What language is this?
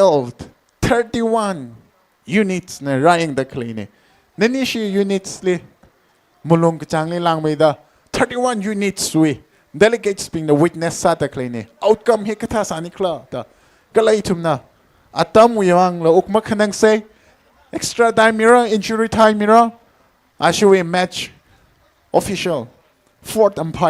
Tangkhul Naga (India)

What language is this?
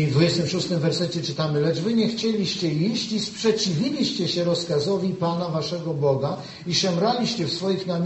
Polish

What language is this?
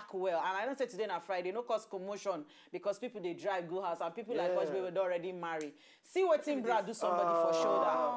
Nigerian Pidgin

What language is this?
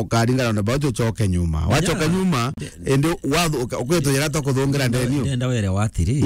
Meru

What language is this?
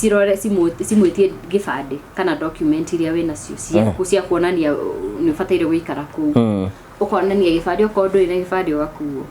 Kikuyu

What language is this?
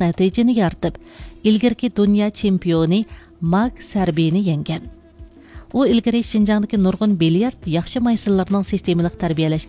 Uyghur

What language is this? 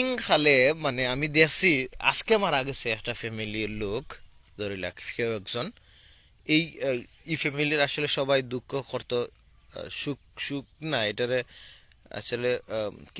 Sylheti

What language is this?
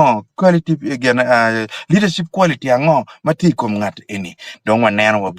Acoli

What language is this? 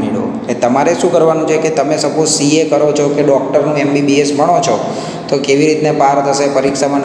Gujarati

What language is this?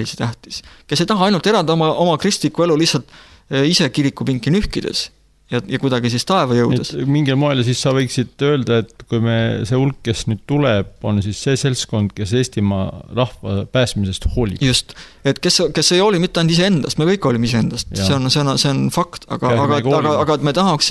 Estonian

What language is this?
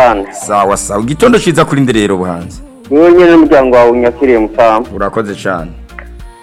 Rundi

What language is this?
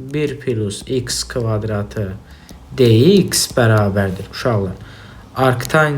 Azerbaijani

